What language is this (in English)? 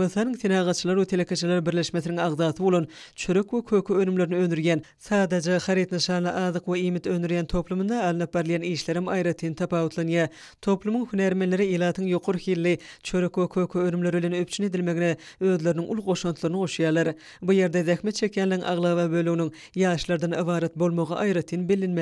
Turkmen